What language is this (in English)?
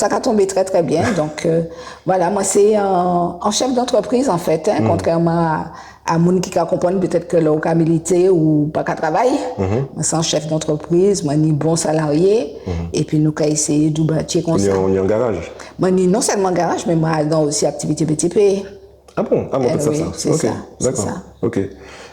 Guadeloupean Creole French